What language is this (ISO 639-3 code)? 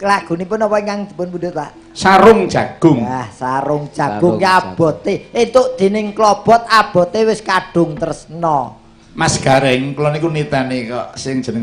jav